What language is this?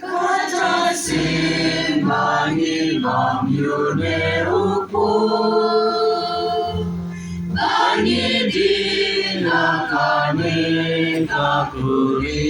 Khasi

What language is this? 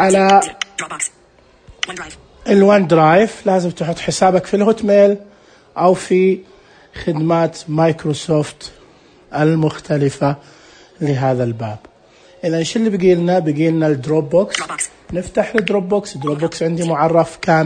Najdi Arabic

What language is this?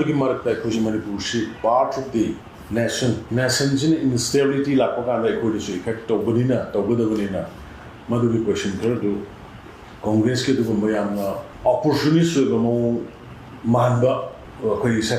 Manipuri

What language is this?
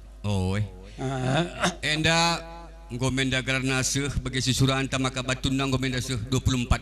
Batak Karo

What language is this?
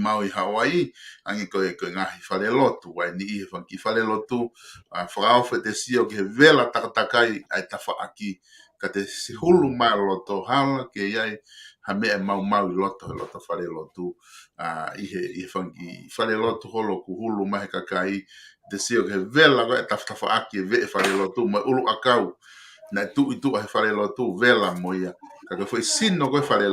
Tongan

